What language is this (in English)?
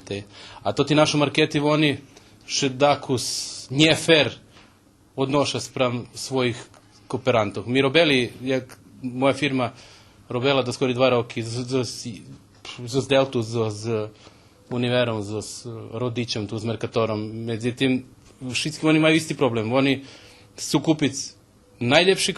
Rusyn